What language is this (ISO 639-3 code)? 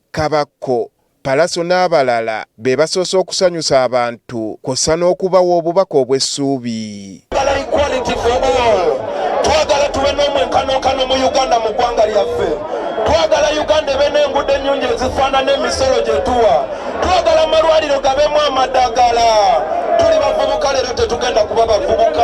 lug